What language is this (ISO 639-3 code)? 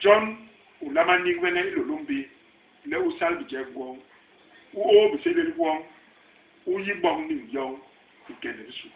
bas